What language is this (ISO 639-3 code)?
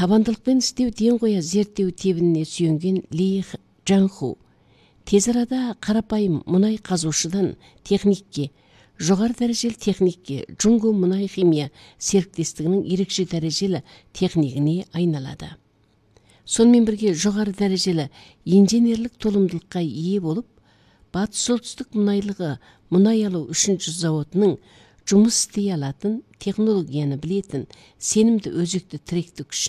kaz